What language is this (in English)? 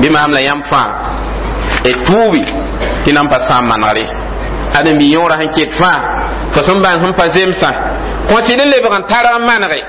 Mossi